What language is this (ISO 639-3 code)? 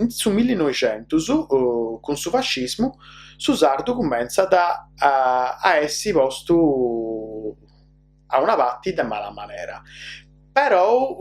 srd